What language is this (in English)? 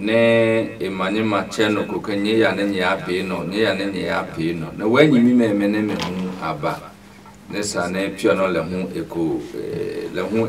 Adangme